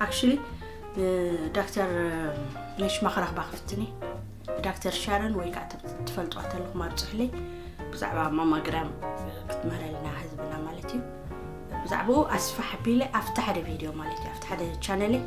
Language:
Tigrinya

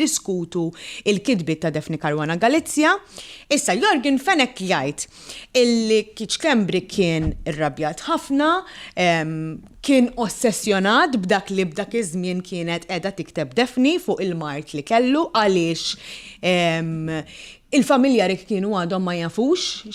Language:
Maltese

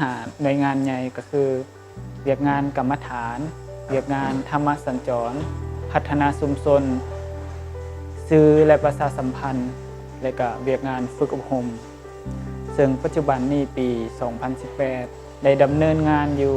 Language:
Lao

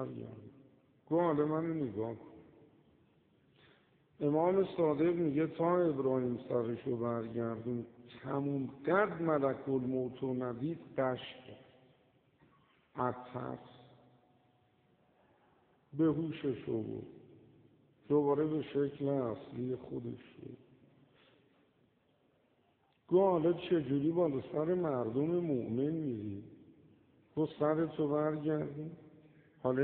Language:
Persian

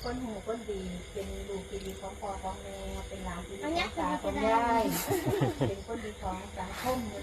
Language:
Northeastern Thai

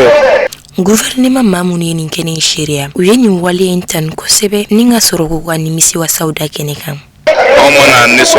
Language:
Bambara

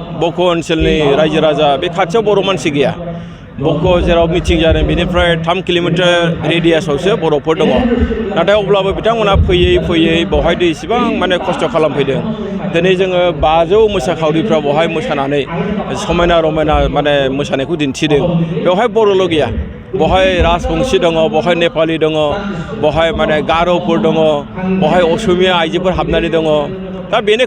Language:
Bodo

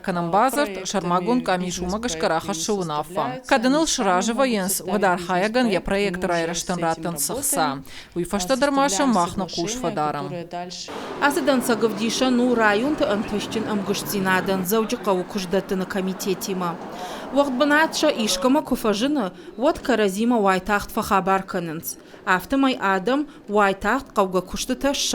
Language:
Ossetic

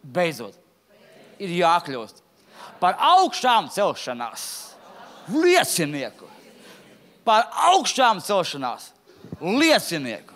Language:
Latvian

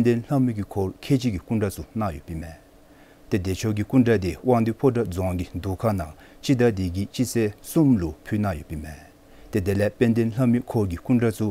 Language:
Dzongkha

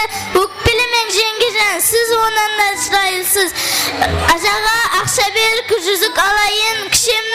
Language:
Kara-Kalpak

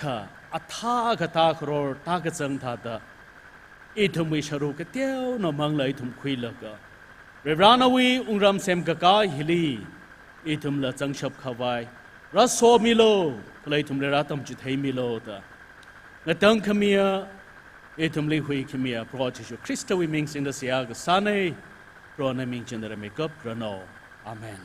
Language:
Tangkhul Naga (India)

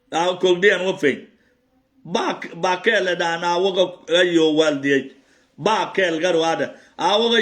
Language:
Nuer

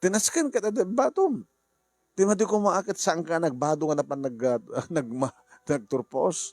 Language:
Iloko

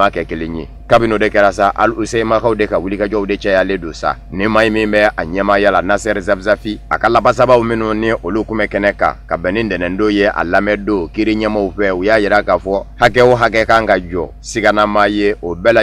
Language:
Bambara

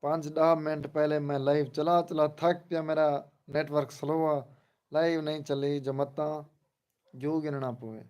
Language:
Saraiki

